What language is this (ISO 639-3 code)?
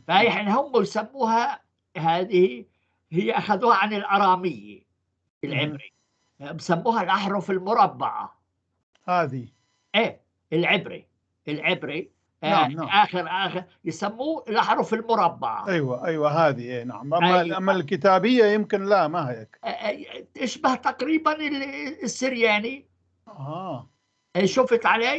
apc